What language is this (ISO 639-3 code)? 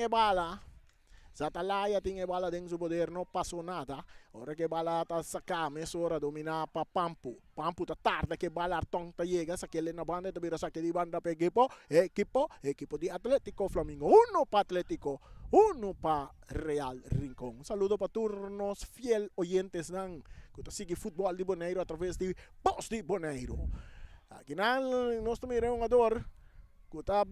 pap